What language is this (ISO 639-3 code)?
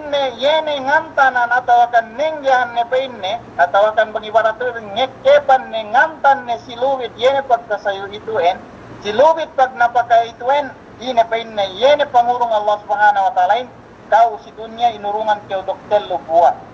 yka